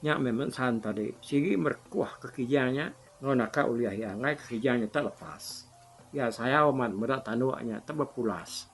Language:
Iban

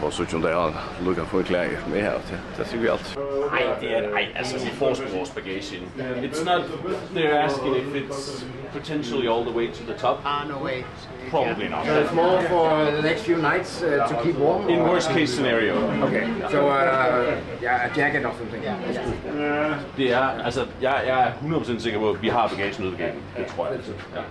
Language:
Faroese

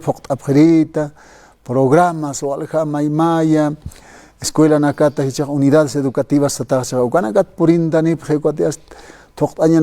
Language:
Aymara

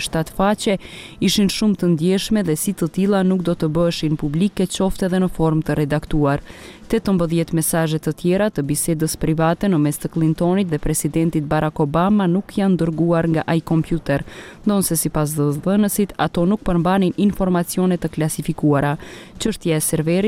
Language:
Albanian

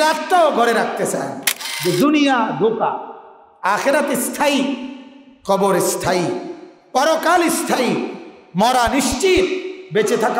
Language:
Bangla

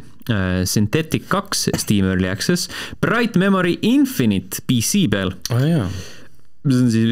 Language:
Estonian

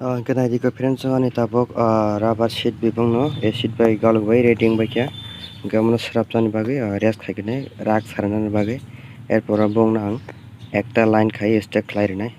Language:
Kok Borok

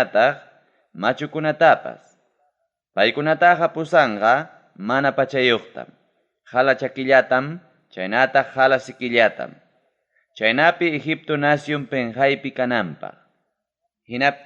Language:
Ayacucho Quechua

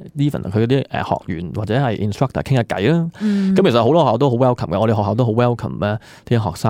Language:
Cantonese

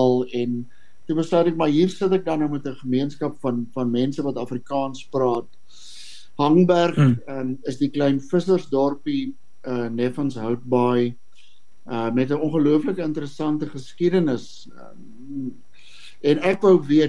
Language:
Afrikaans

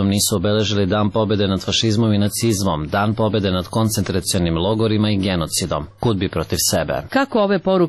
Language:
Serbian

